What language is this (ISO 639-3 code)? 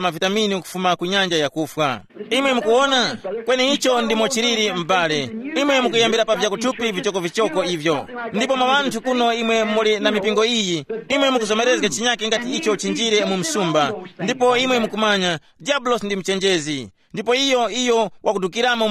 tum